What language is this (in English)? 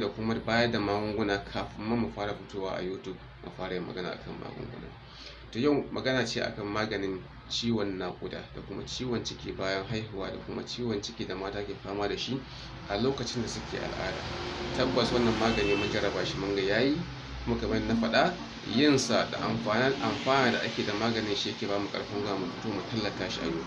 Hausa